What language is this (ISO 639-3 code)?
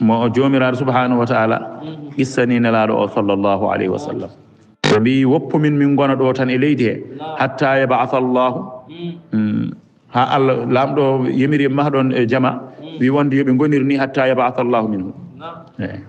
ful